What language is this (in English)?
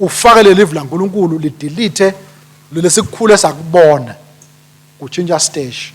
Swati